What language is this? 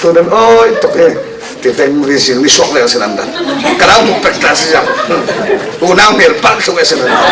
Falam Chin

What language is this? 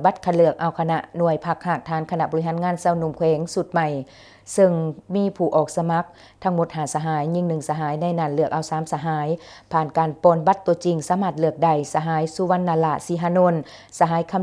Lao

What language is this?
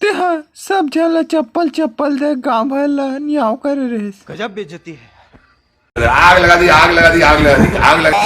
Chhattisgarhi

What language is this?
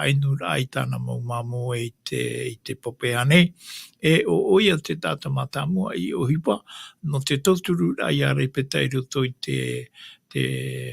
Tahitian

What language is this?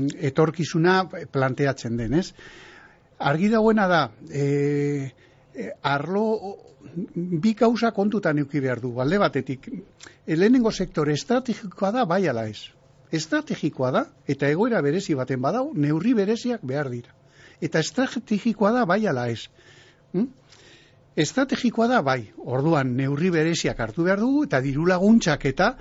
Basque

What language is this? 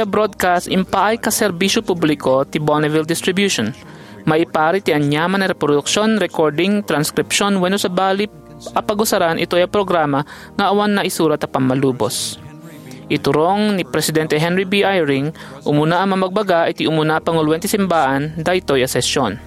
Iloko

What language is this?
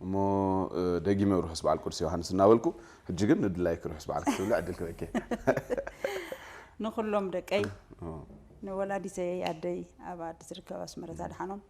Tigrinya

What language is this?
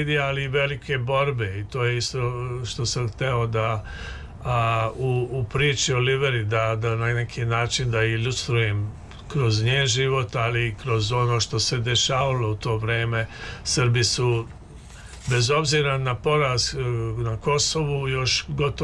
Serbian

